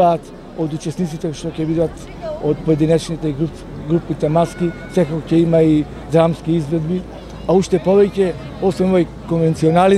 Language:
Macedonian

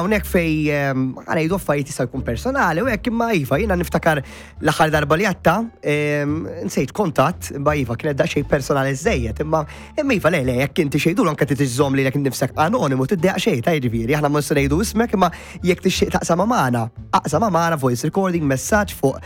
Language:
Maltese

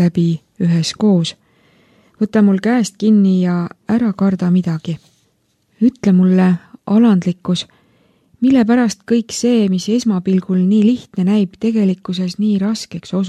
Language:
Estonian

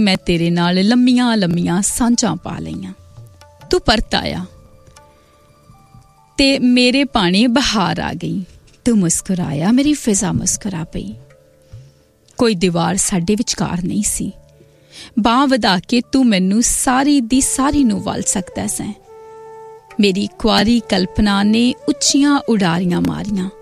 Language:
Punjabi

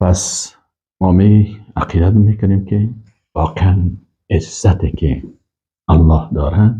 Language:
Persian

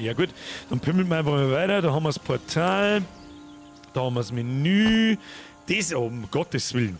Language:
Bavarian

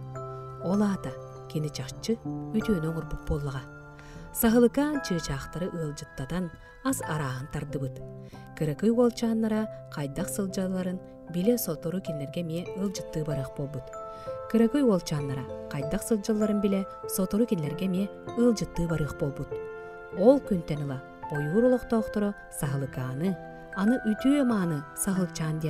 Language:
Yakut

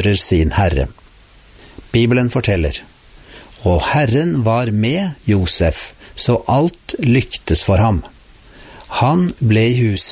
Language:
Norwegian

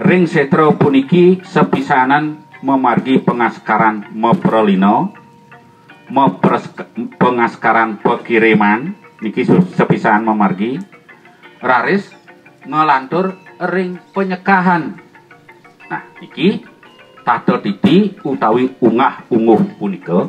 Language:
Balinese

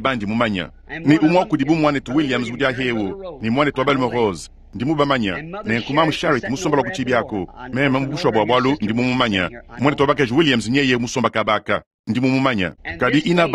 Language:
Luba-Lulua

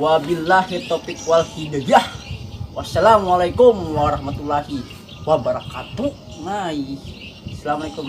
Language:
Banjar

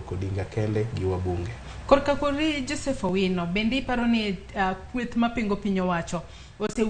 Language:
Luo (Kenya and Tanzania)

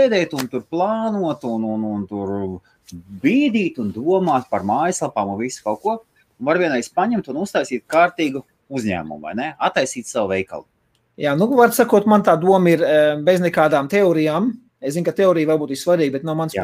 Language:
Latvian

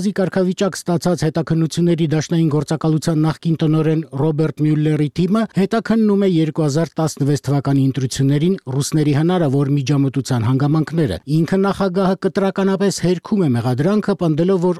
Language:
Armenian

